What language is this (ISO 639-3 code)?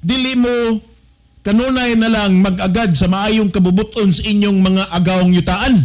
ceb